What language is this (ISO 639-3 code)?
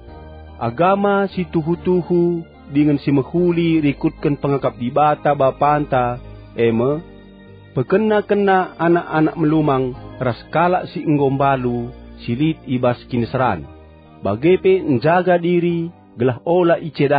btx